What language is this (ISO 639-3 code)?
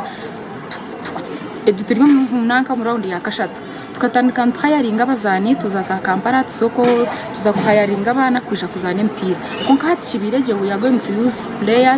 nyn